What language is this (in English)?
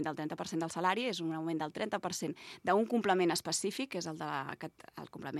Catalan